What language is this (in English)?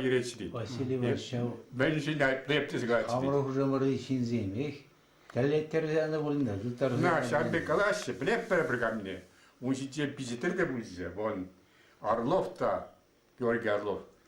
Chuvash